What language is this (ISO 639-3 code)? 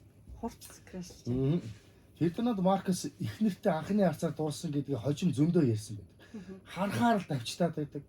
mon